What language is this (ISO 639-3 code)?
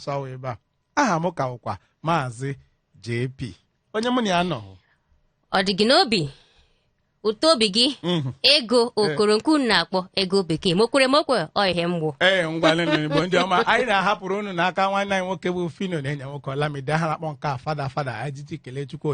ibo